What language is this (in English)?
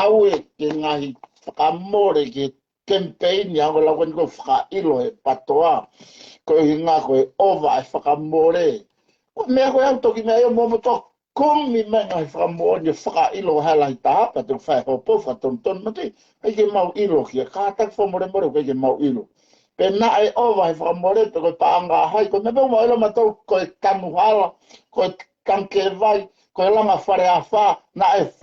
Tongan